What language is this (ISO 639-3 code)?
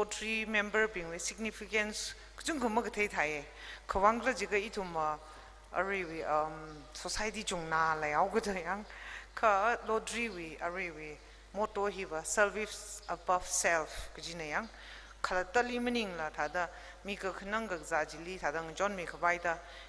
nmf